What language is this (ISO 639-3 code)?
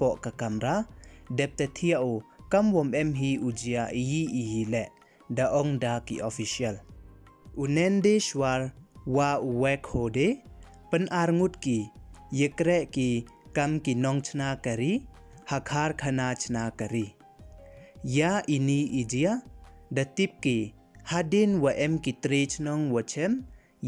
pbv